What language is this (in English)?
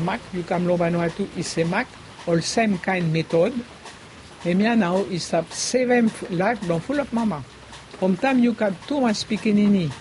Bislama